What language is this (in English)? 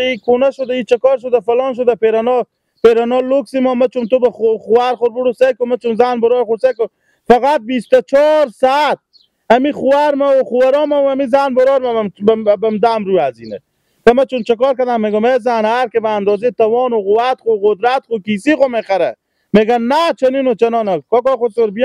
Persian